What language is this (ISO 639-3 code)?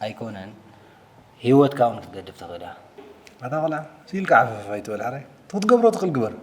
tir